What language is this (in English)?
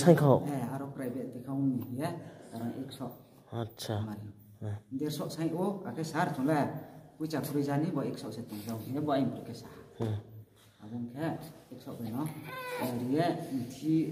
Riang (India)